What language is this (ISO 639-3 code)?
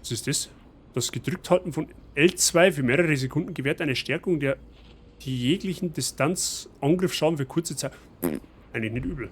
bar